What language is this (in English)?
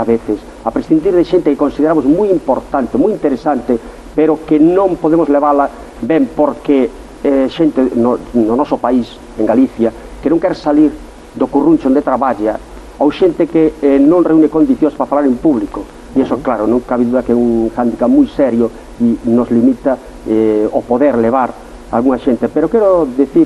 Galician